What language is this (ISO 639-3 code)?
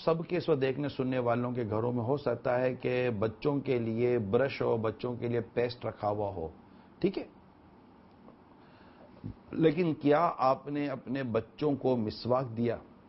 urd